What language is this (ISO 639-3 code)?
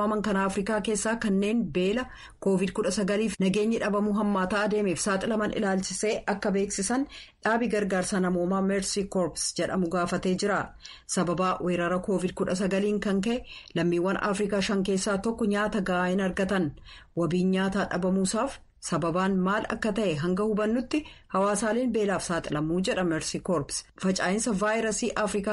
orm